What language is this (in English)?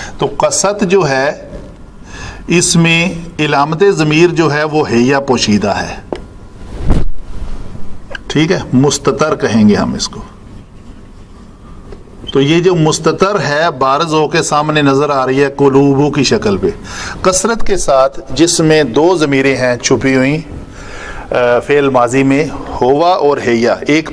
Urdu